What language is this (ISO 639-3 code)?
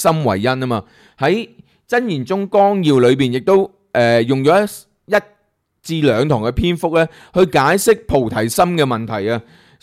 yue